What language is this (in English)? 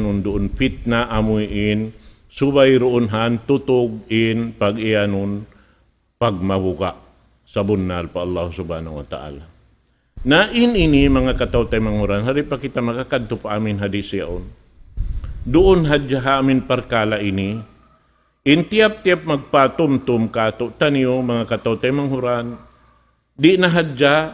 Tausug